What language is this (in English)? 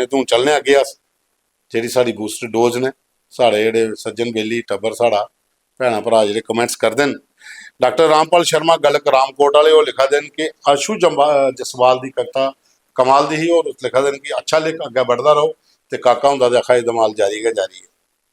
Dogri